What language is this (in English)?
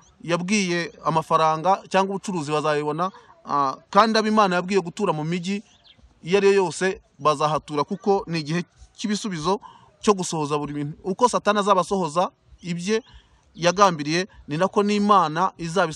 Kinyarwanda